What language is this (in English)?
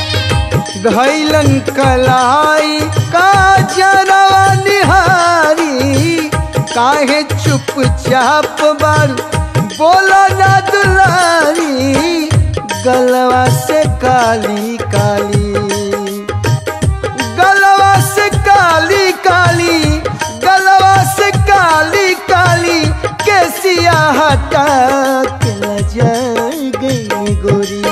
Bhojpuri